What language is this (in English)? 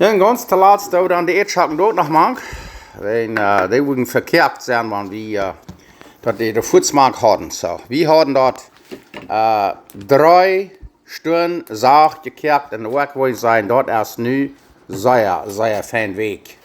Plautdietsch